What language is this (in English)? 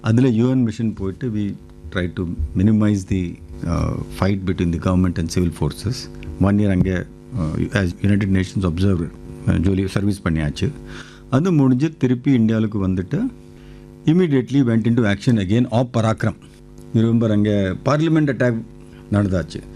Tamil